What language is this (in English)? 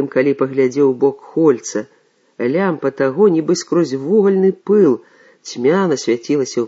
Belarusian